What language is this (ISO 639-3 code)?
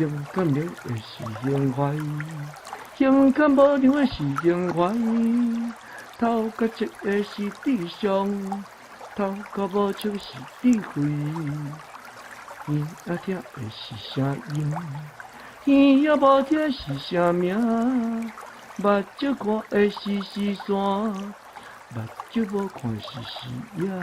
nan